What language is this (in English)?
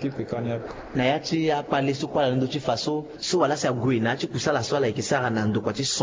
Sango